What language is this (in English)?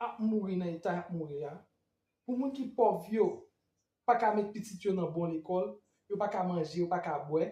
Haitian Creole